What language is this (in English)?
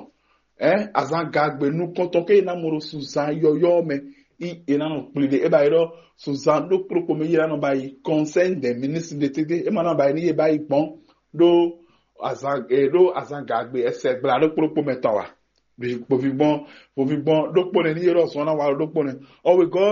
Fon